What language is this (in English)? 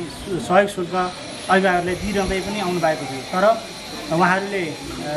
Nepali